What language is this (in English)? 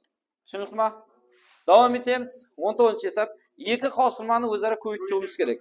Kara-Kalpak